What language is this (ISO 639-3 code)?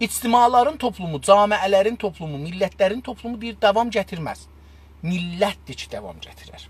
azb